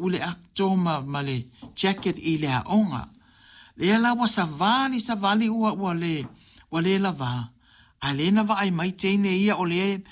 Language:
Samoan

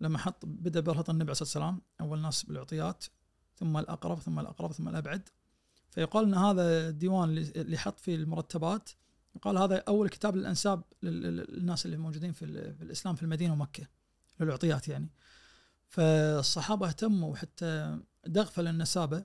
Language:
Najdi Arabic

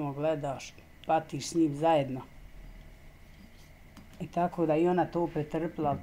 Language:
Bosnian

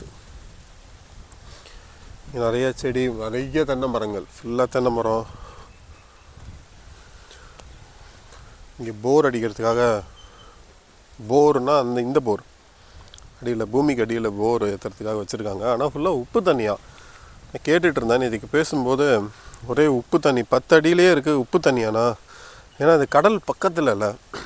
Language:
Tamil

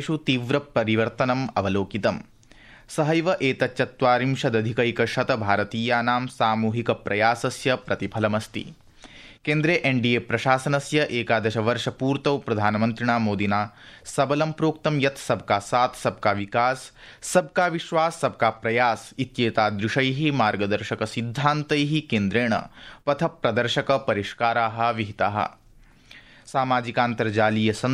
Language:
Sanskrit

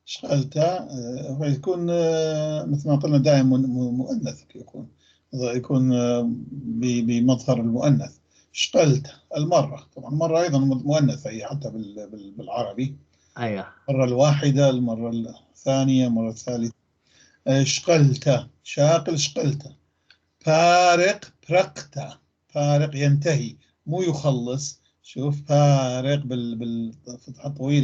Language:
North Levantine Arabic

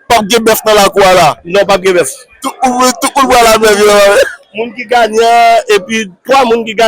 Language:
Haitian Creole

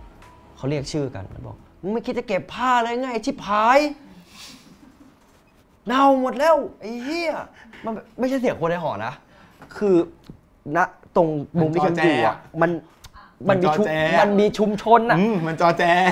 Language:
Thai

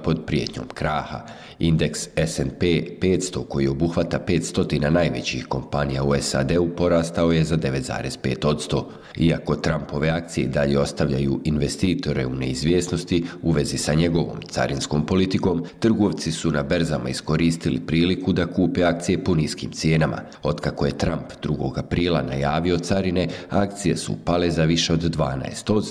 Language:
Bosnian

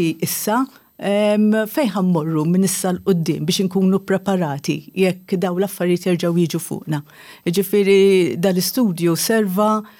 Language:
Maltese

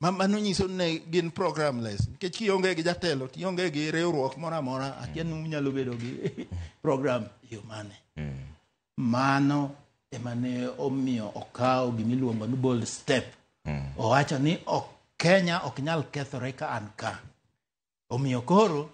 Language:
Luo (Kenya and Tanzania)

